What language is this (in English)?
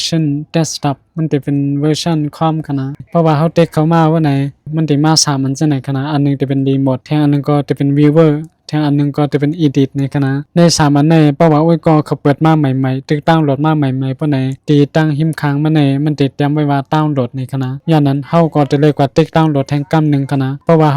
Shan